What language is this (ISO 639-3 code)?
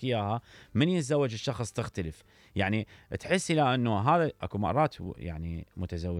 acm